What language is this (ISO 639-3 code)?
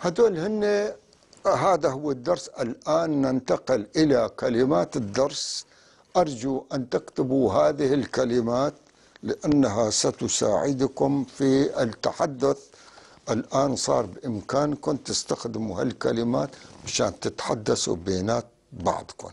apc